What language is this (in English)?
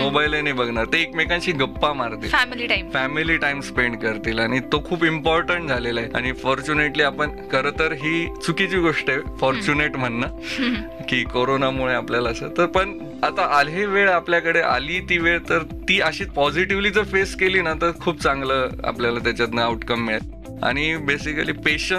Marathi